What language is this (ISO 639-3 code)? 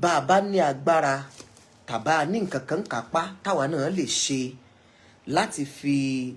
yor